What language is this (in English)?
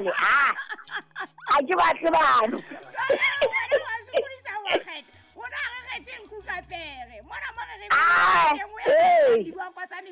Southern Sotho